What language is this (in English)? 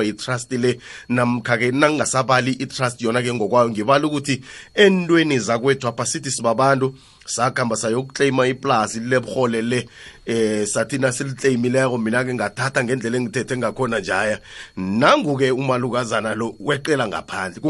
South Ndebele